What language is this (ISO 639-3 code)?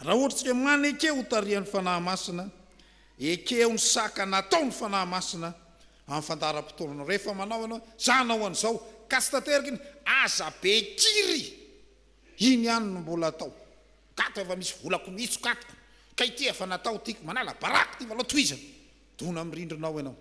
mlg